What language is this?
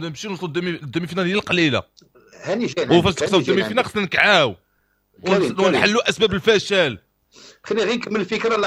Moroccan Arabic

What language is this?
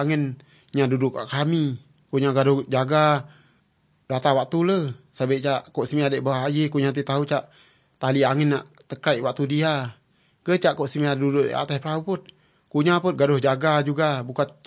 Malay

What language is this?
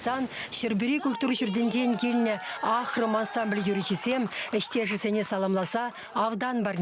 Chuvash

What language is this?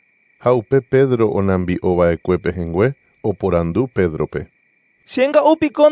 Guarani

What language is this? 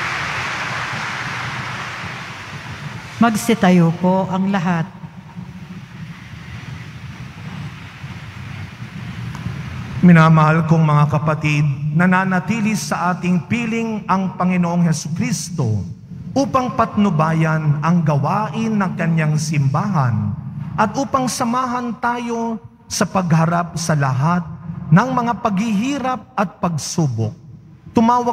Filipino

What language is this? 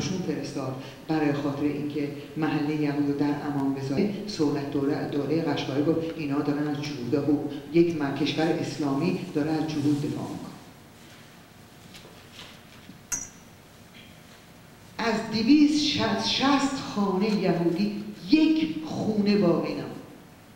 Persian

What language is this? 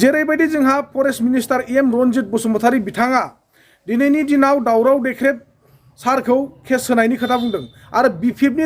Bodo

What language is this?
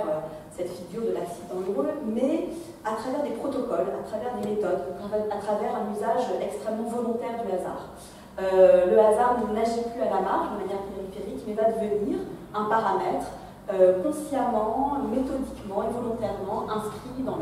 French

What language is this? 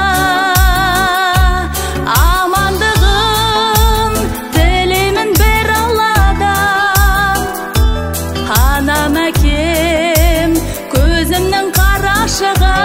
Kazakh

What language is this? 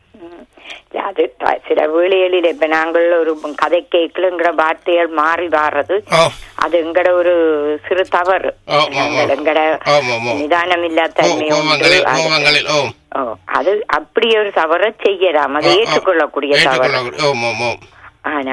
Tamil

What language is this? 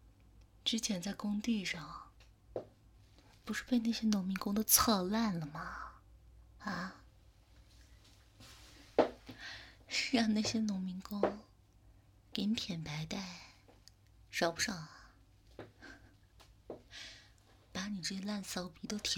Chinese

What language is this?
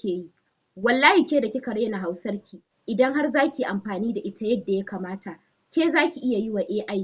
Hausa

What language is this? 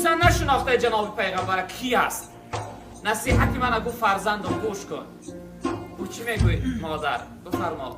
Tajik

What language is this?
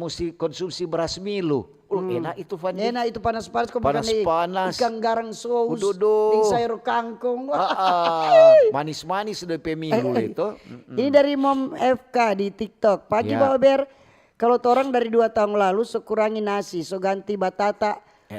Manado Malay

